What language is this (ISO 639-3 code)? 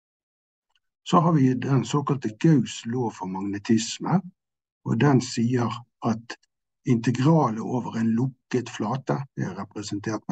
nor